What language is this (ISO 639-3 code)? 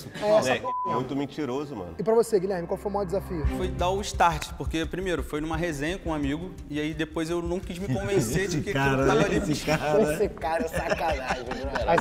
por